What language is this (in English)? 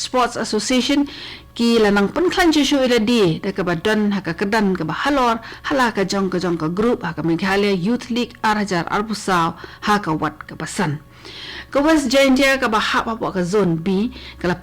Khasi